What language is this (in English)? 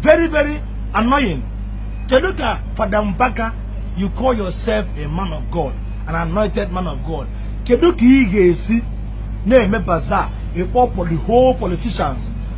Igbo